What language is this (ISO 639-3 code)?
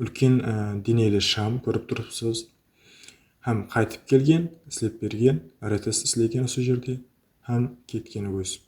kaa